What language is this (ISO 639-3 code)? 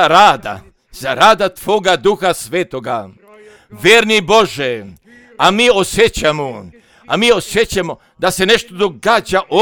hrv